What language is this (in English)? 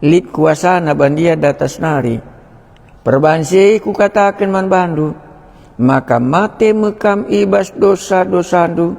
Batak Karo